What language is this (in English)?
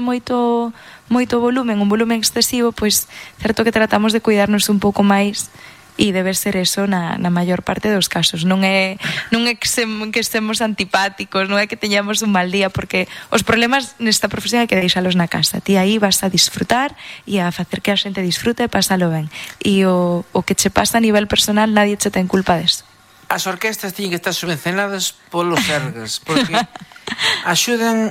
Galician